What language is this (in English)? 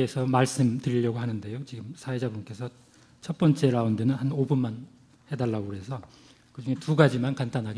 Korean